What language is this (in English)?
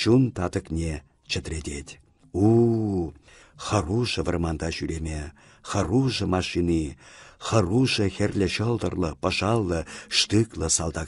Chuvash